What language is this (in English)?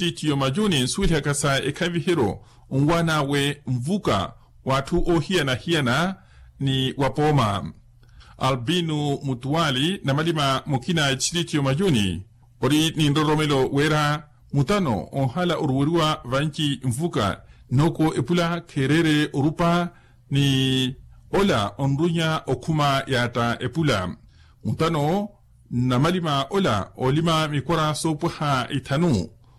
Makhuwa